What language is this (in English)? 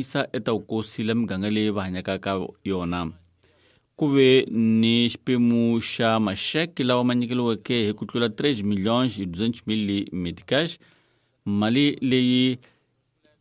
Tsonga